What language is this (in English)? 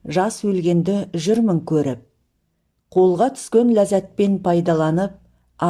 Kazakh